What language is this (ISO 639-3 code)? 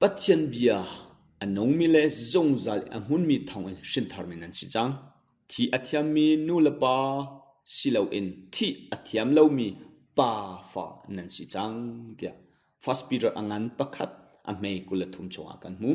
cnh